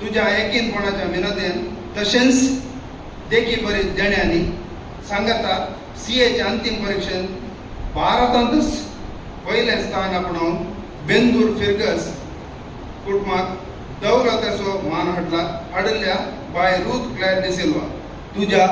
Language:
Konkani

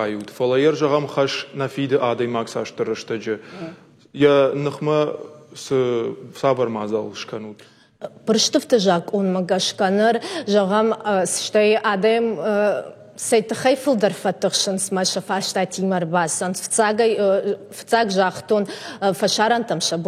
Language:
Ossetic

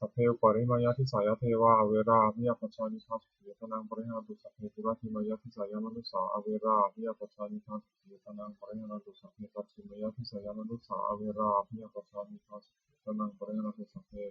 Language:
Pali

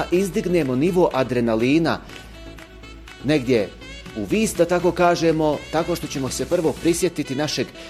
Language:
Bosnian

